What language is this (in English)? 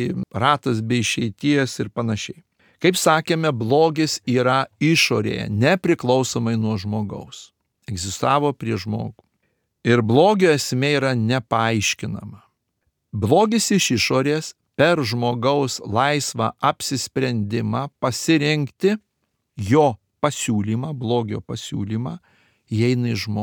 Lithuanian